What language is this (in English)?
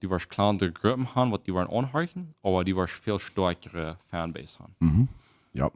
Plautdietsch